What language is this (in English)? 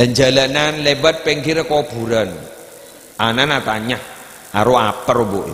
Madurese